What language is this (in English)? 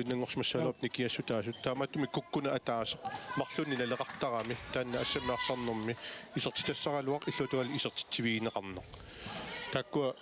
Kalaallisut